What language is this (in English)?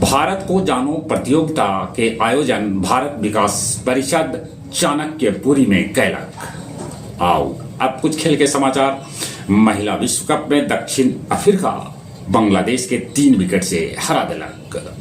Magahi